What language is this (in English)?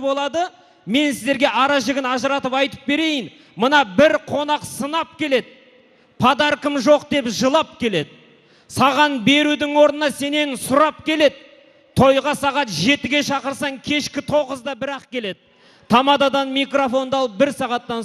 Kazakh